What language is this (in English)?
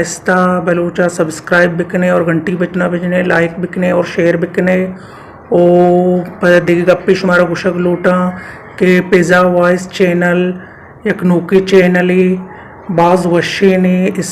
Baluchi